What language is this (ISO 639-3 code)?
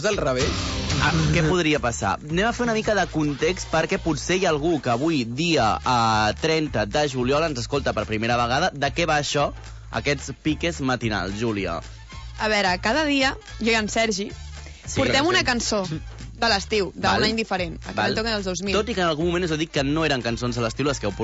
cat